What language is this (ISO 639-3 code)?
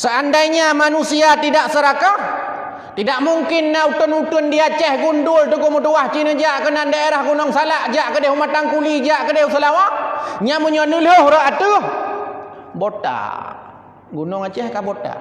ace